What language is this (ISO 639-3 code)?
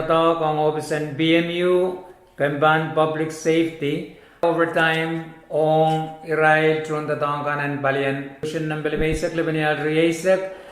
pon